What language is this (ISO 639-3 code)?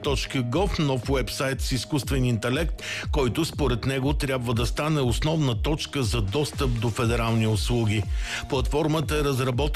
bul